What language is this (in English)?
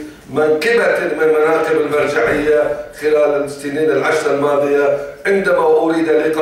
Arabic